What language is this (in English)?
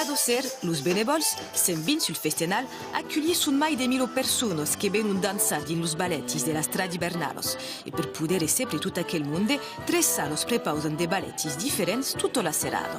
Occitan